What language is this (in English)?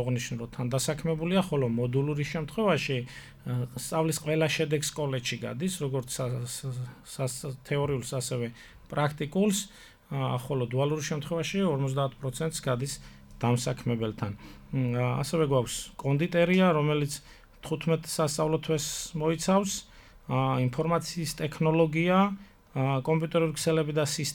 Georgian